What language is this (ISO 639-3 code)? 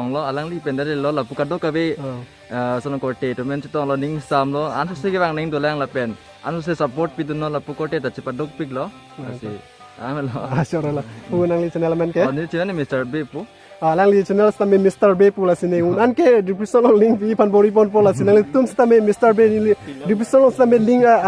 mjw